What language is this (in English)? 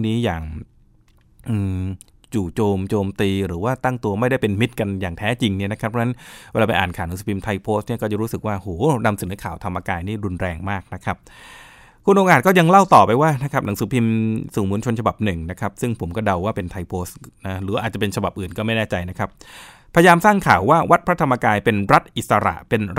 Thai